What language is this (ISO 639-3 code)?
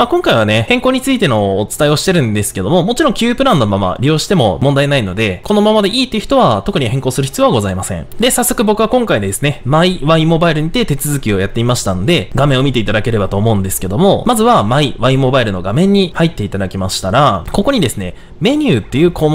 jpn